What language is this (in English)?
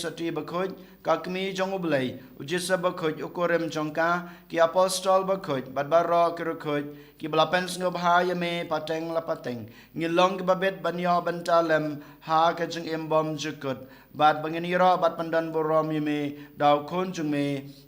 Khasi